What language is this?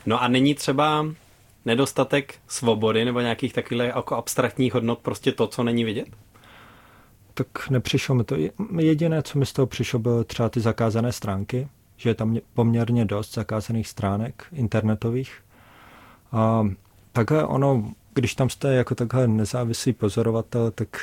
Czech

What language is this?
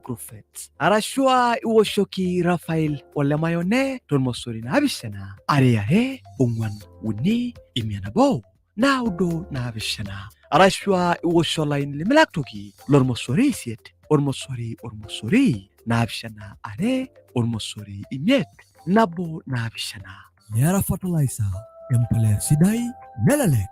Masai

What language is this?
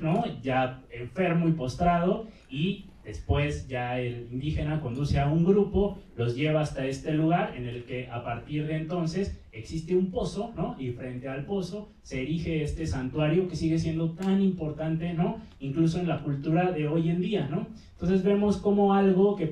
Spanish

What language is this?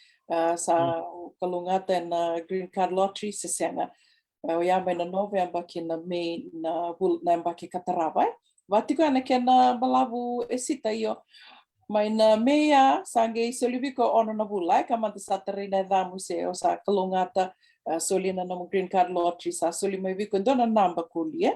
Fijian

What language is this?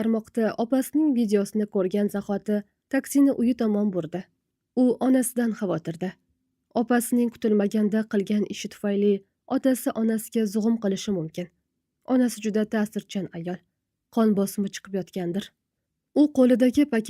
Uzbek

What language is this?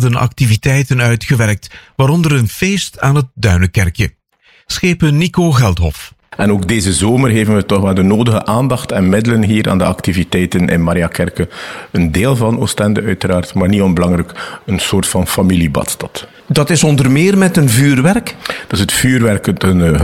Dutch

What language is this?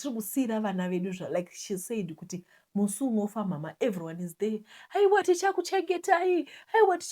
Shona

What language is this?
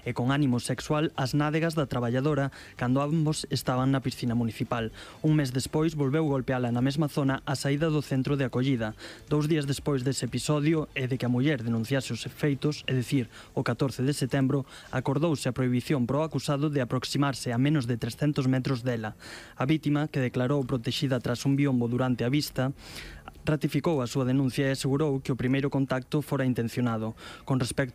Galician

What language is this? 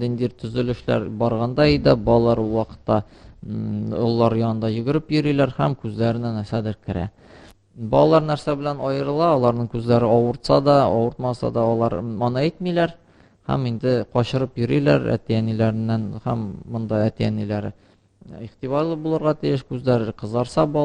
Tatar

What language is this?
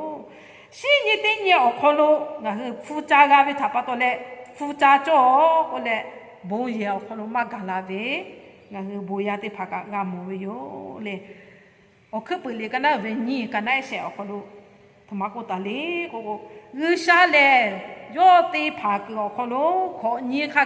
Lahu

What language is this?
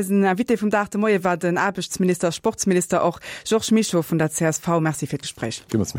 Luxembourgish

